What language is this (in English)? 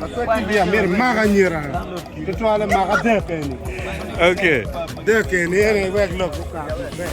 Acoli